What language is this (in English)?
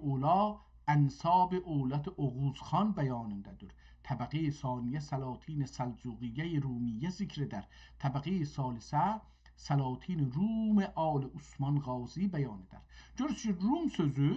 South Azerbaijani